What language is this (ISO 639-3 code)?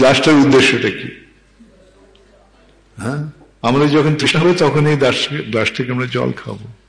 ben